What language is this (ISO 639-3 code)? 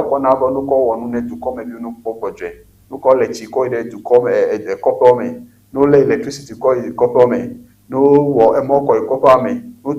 ewe